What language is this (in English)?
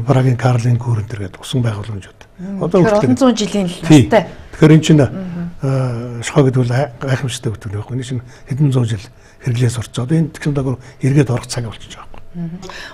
Mongolian